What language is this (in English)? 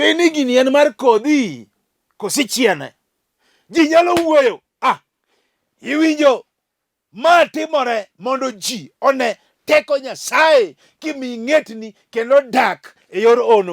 Luo (Kenya and Tanzania)